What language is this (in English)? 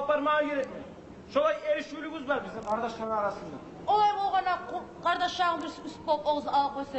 Kumyk